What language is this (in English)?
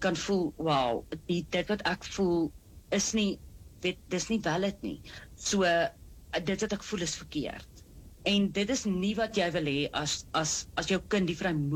Afrikaans